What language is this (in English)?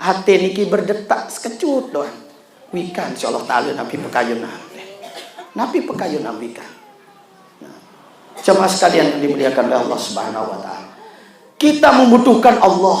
Sasak